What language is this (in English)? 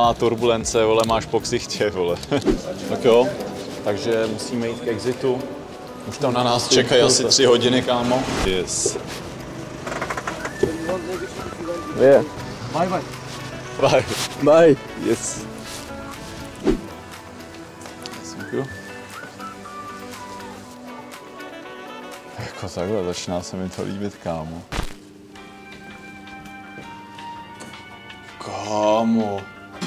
Czech